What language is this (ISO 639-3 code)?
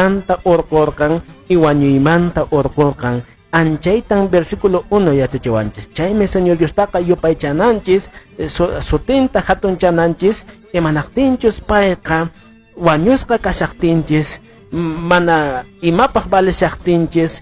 que